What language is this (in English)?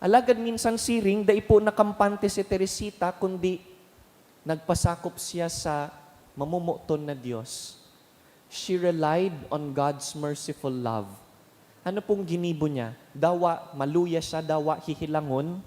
Bikol